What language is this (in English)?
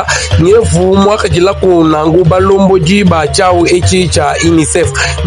Luba-Lulua